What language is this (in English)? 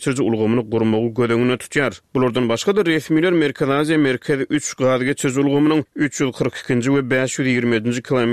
Turkmen